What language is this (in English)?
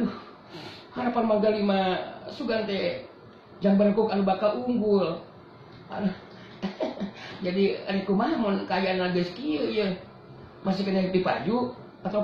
Sundanese